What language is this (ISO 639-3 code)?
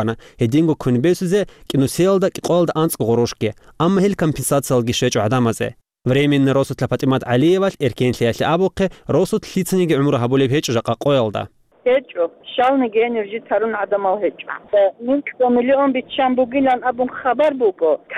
ava